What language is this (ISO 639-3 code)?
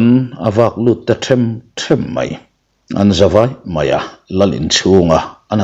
lus